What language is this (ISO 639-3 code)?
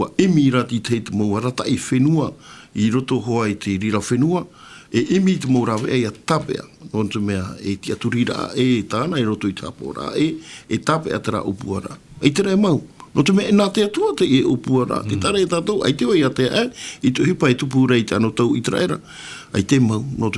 tah